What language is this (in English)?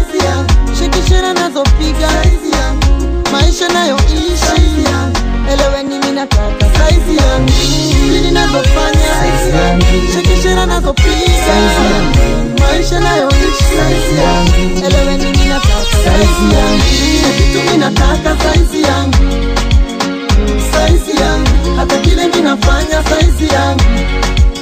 Swahili